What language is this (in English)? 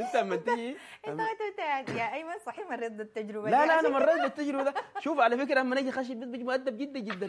Sudanese Arabic